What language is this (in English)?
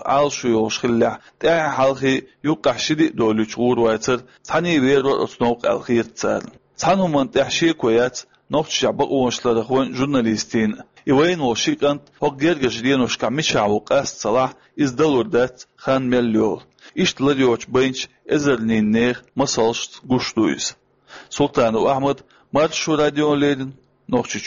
Chechen